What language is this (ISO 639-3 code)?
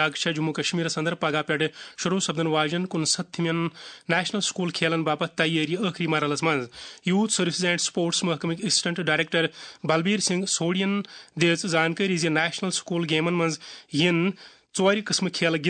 kas